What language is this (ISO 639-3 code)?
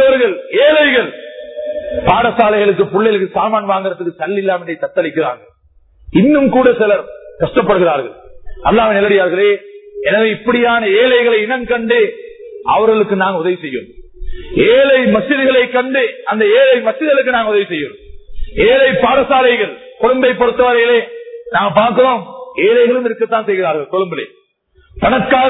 tam